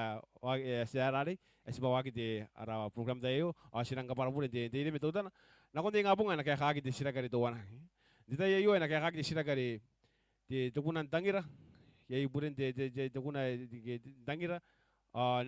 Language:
Gilbertese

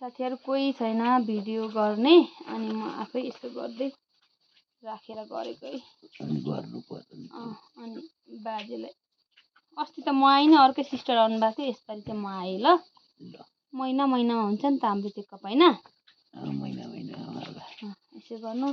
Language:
Nepali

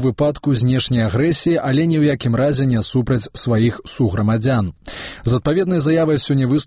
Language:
Belarusian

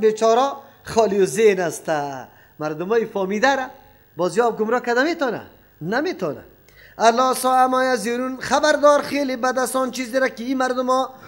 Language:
Persian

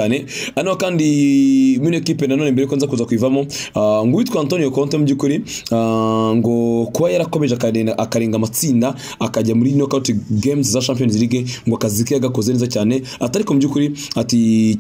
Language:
Kinyarwanda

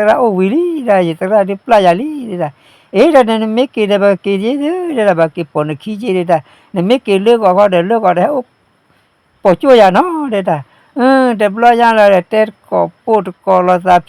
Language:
S'gaw Karen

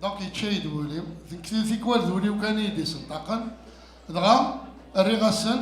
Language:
Kabyle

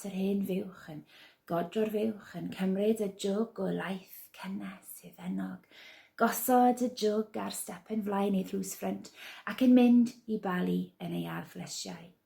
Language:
Welsh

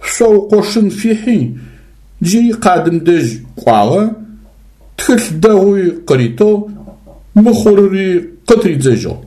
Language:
Adyghe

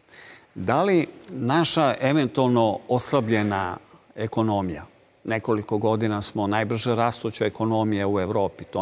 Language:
Serbian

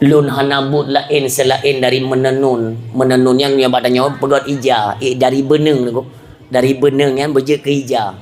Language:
Achinese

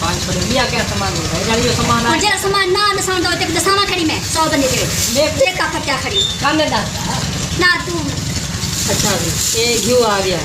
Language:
Saraiki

